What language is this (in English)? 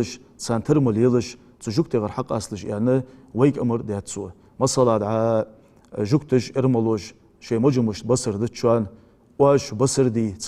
Ingush